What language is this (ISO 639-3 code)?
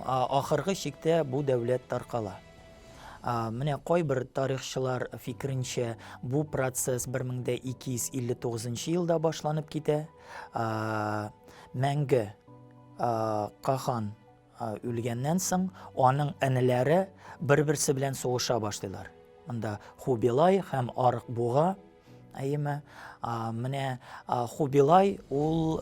tat